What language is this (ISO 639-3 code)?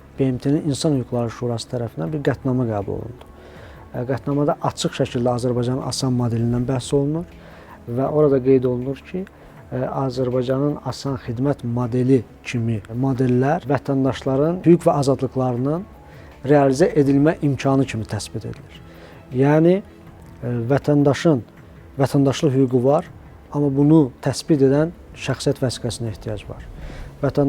aze